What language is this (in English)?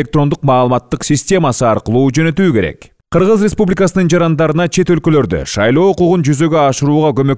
Kyrgyz